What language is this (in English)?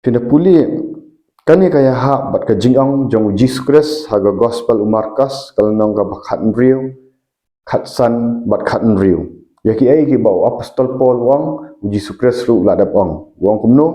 Khasi